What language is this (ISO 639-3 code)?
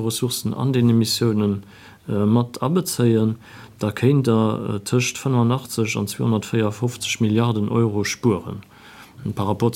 ltz